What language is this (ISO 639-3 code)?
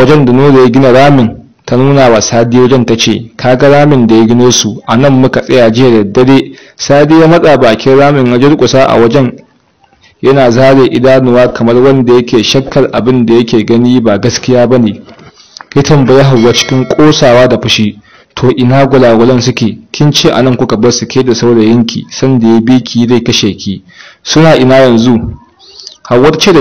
hau